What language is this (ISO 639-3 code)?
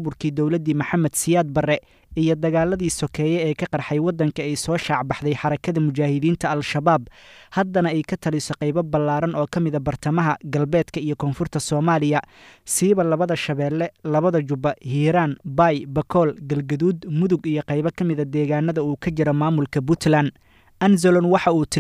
som